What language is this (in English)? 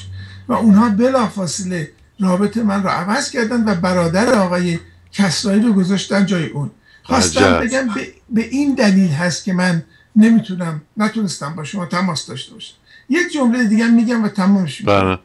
Persian